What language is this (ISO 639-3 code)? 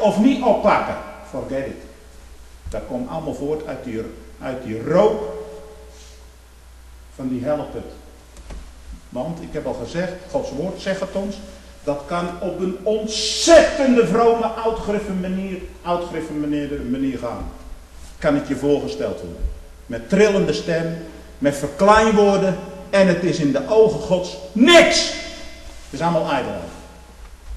nld